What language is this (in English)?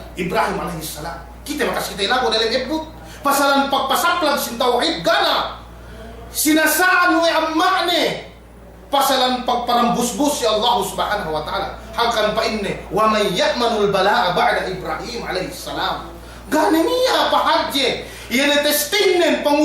Yakan